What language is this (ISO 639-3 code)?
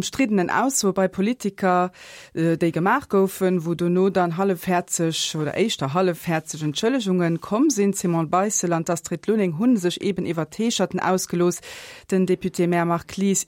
ltz